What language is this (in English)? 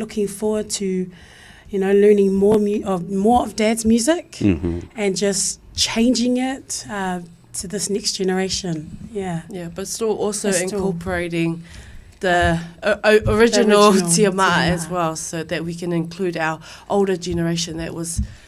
Samoan